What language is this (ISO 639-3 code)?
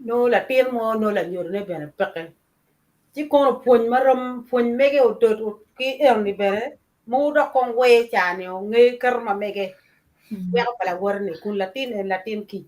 ach